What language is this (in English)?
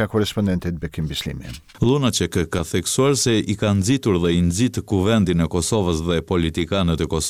Albanian